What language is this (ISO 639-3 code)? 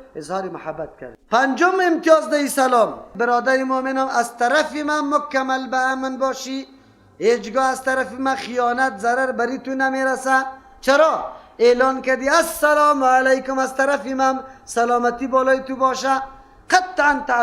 fas